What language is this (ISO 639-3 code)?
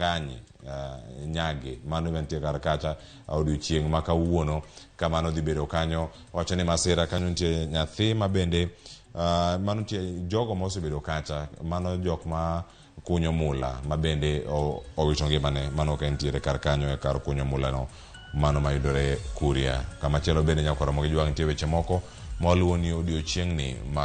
luo